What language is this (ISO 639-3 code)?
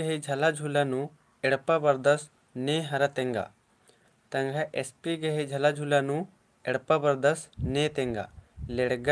kru